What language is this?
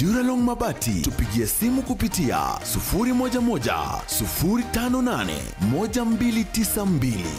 Meru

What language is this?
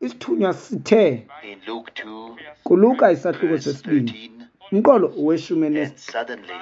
Xhosa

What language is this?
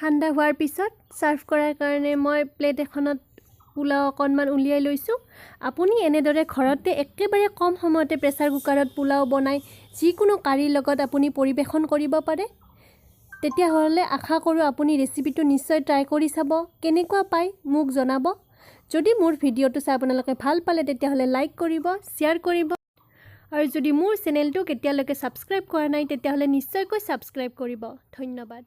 Assamese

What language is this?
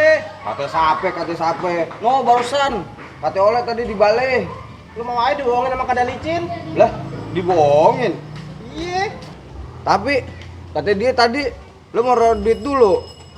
Betawi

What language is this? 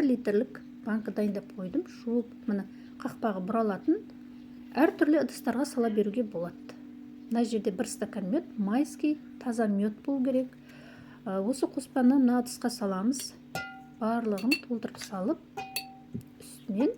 Kazakh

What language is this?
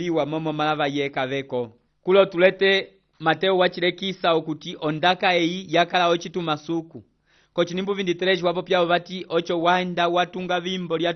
Umbundu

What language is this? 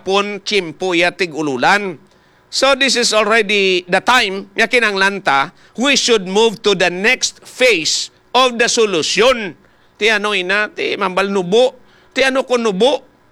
Hiligaynon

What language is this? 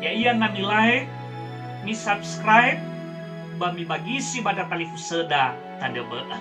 Nias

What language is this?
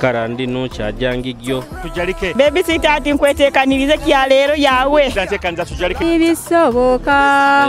Nyoro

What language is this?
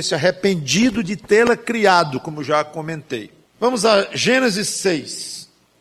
Portuguese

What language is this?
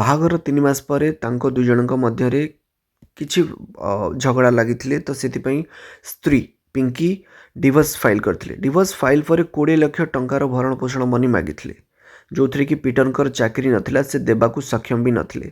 Odia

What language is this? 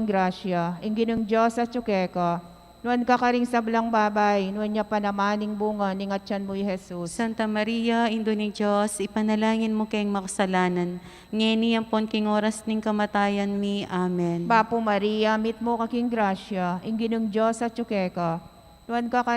Pampanga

